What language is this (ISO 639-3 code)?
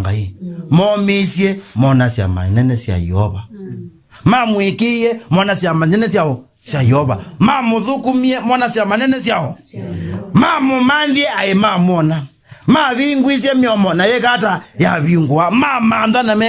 kam